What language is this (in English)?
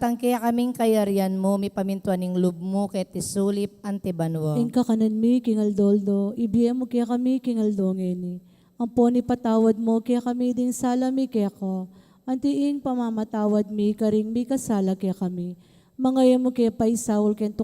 Pampanga